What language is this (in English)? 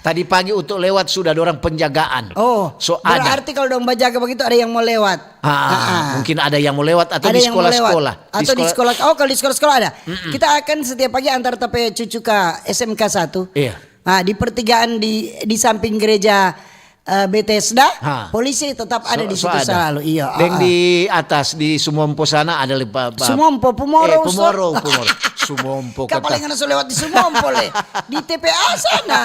Manado Malay